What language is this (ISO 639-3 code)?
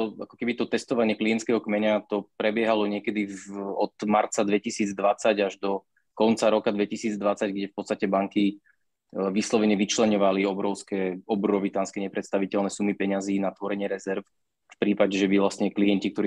slk